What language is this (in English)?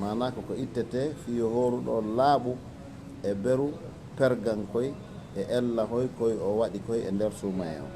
Fula